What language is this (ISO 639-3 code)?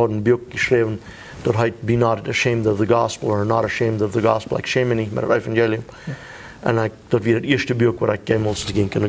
pdt